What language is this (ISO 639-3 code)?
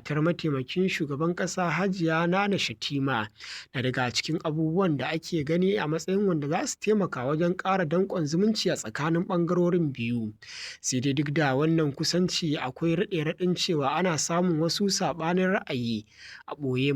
hau